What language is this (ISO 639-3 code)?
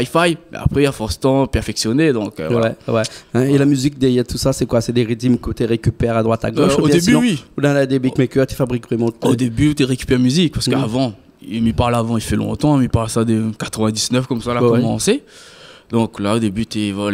rcf